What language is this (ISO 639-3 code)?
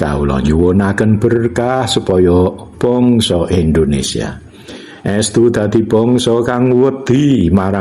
jav